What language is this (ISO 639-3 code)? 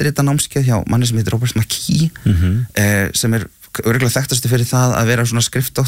isl